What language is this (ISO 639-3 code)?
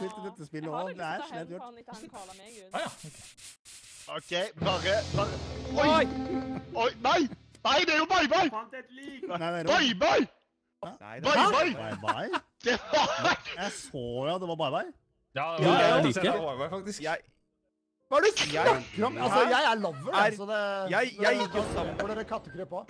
nor